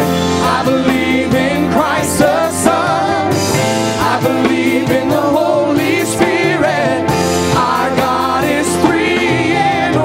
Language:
English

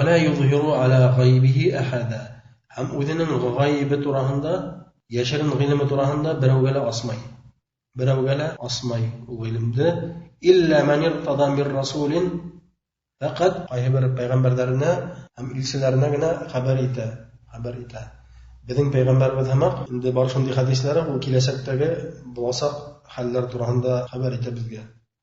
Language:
Bashkir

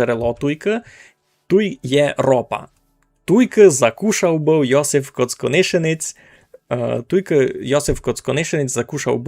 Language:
Rusyn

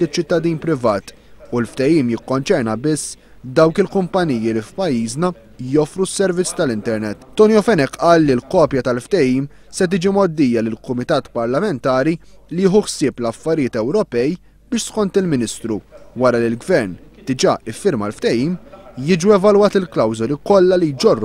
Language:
Maltese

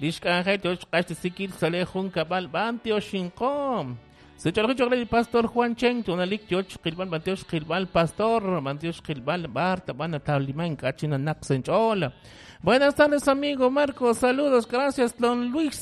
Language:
Kekchí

